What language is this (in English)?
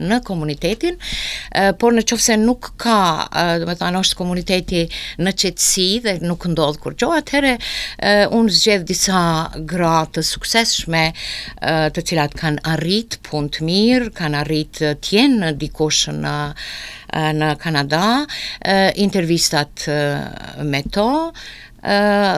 Albanian